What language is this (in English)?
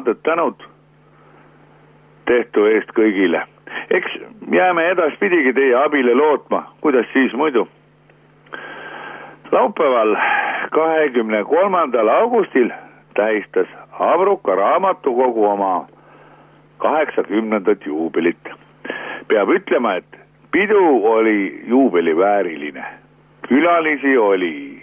Estonian